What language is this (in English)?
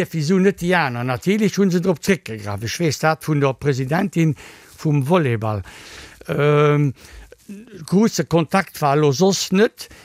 Luxembourgish